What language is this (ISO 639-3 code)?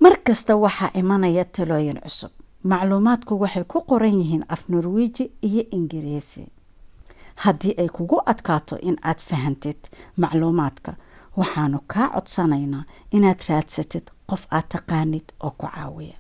som